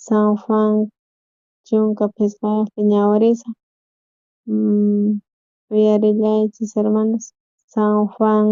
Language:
South Bolivian Quechua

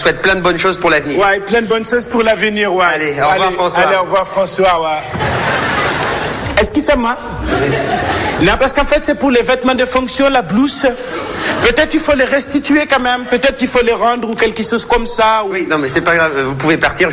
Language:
French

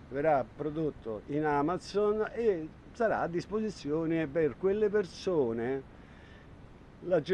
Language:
Italian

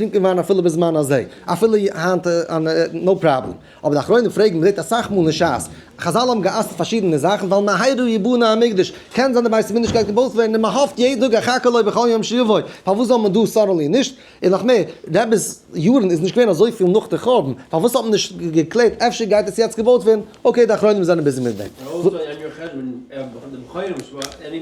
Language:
Yiddish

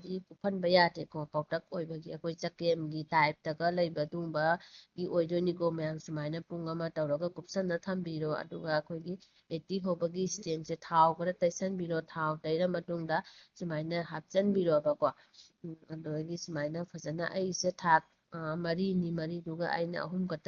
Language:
Manipuri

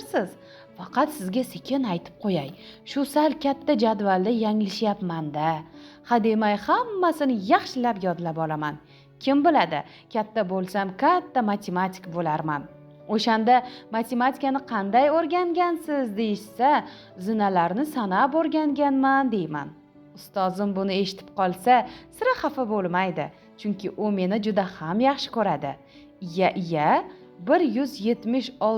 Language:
Uzbek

